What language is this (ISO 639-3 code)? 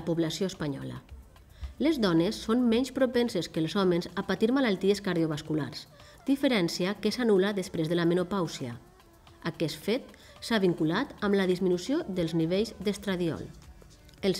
cat